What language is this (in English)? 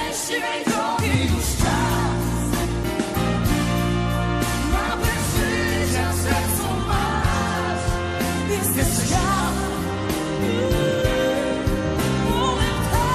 Polish